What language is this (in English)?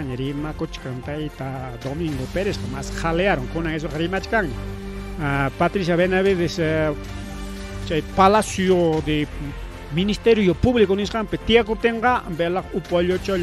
Ayacucho Quechua